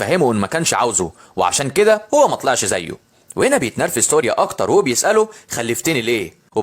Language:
Egyptian Arabic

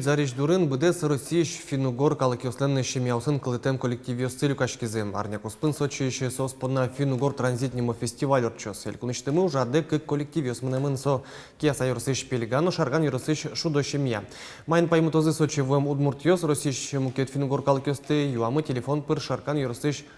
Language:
Udmurt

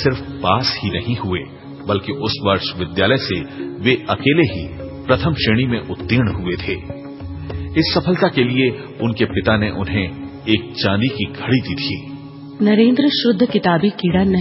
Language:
Hindi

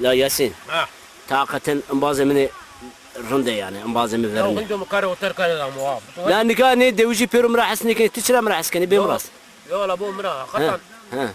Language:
Zaza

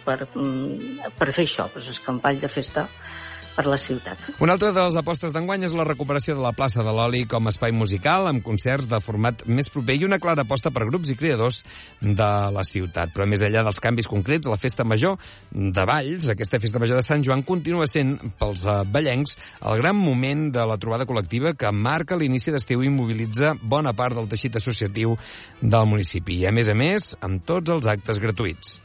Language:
Catalan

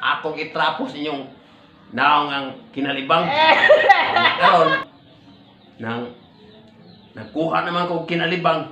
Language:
Cebuano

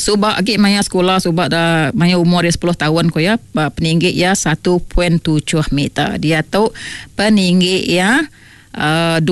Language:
Iban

